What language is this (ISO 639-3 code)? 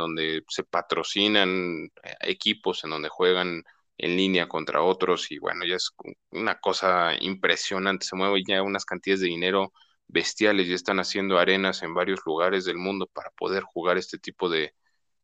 spa